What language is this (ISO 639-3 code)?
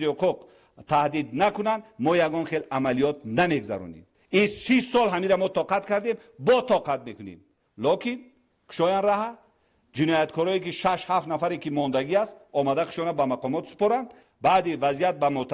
tgk